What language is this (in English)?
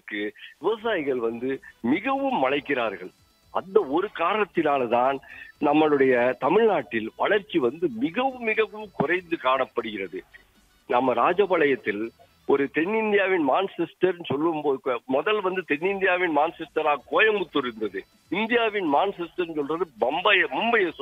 Tamil